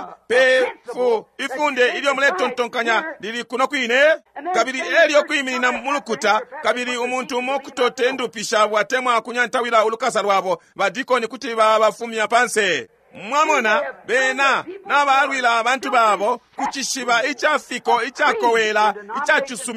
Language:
Bemba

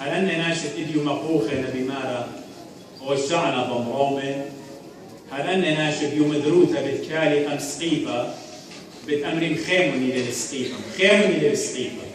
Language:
Assyrian Neo-Aramaic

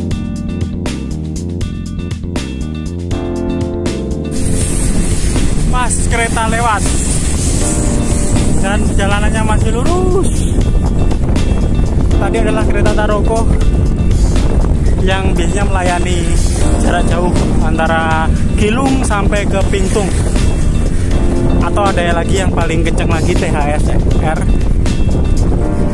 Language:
Indonesian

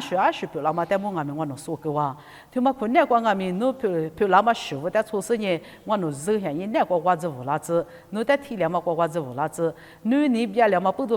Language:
Lisu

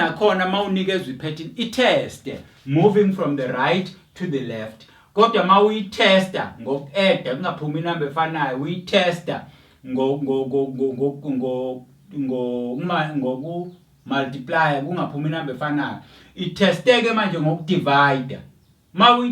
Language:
Zulu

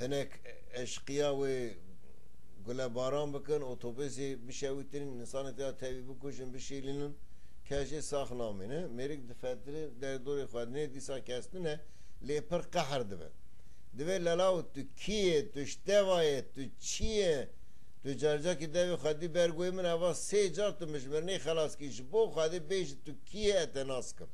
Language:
Kurdish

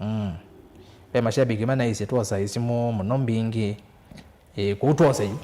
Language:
Kamba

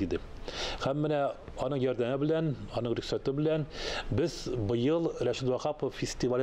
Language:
Tatar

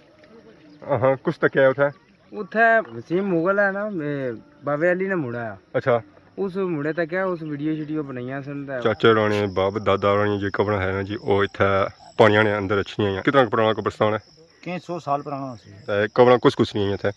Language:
Pahari-Potwari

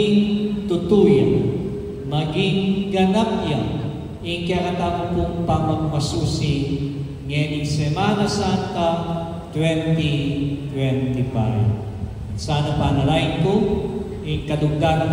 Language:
Pampanga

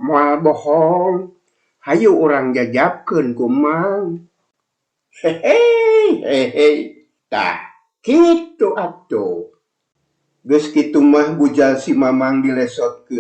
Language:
Sundanese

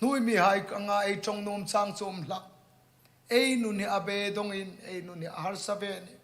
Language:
Hmar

